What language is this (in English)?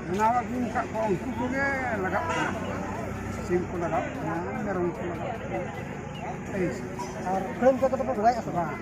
Santali